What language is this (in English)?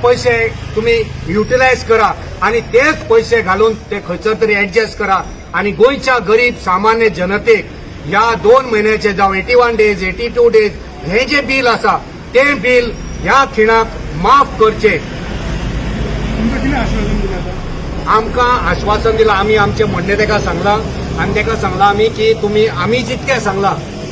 Konkani